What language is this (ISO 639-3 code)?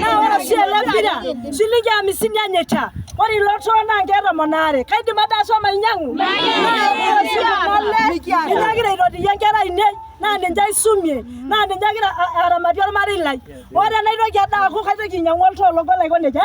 mas